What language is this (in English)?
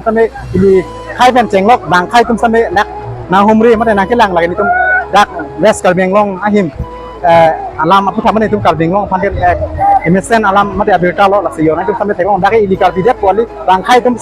Karbi